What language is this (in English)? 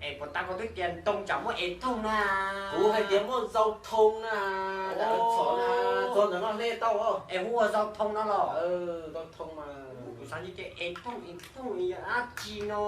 Hmong